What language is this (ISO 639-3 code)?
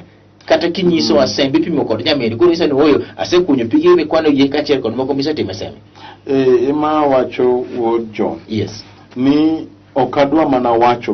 luo